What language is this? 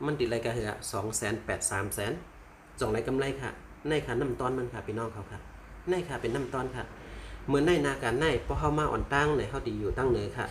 Shan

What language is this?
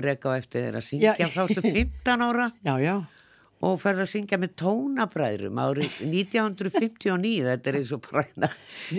Icelandic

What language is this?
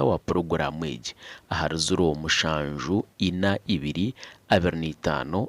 Nyankole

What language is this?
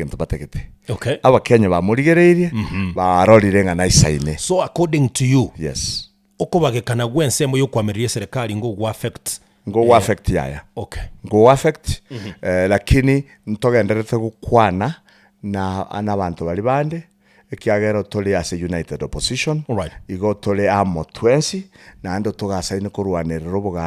Gusii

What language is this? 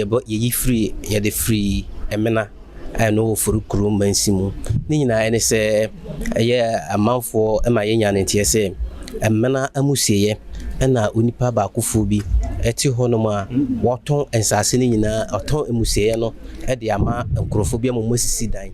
Akan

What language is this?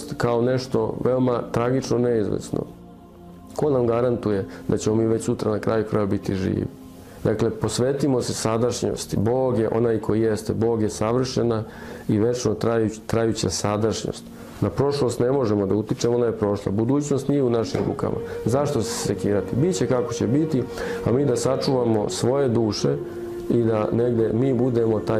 Serbian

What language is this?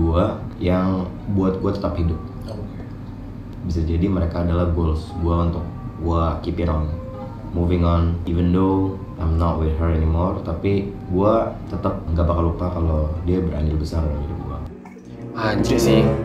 Indonesian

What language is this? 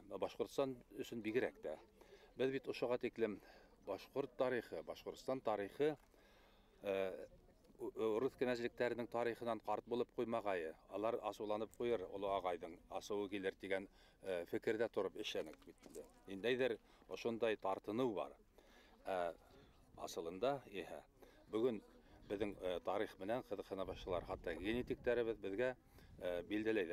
Bashkir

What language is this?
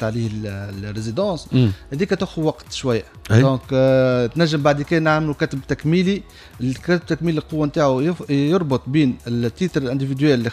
Tunisian Arabic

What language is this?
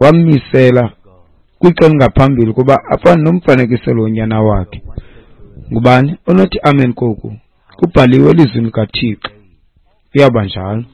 Xhosa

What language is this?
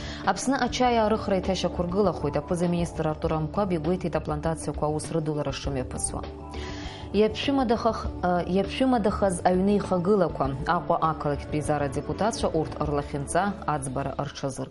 Abkhazian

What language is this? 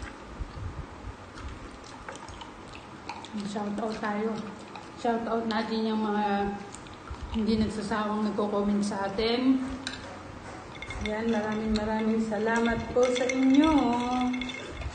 Filipino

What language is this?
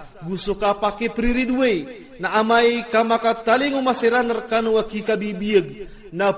Iranun (Philippines)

